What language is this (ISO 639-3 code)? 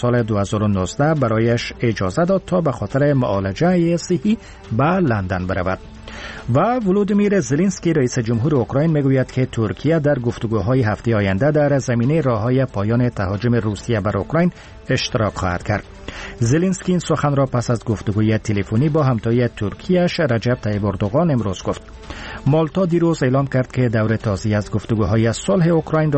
fas